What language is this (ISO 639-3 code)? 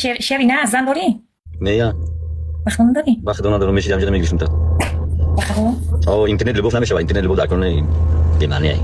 tgk